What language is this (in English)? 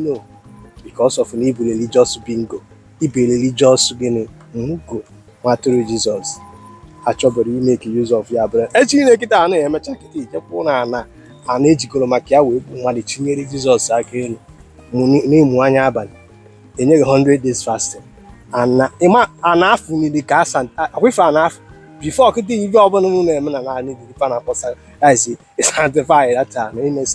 Igbo